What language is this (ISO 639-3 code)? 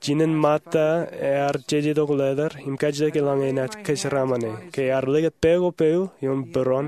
mah